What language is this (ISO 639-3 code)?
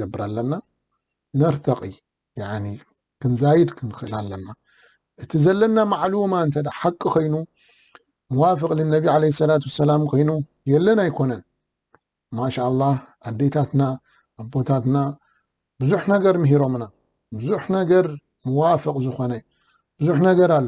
tir